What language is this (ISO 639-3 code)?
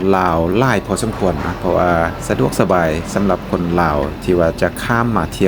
lao